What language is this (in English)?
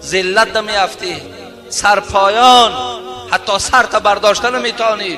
Tajik